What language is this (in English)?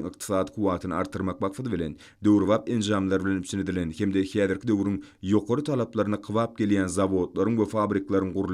Turkmen